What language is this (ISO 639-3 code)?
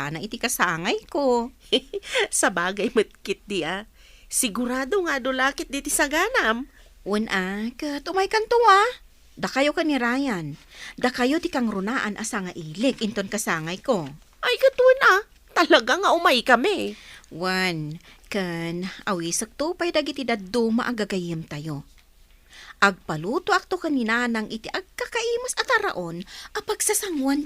ilo